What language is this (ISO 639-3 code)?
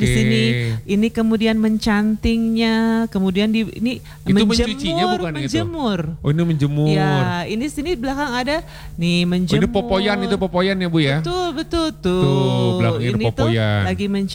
ind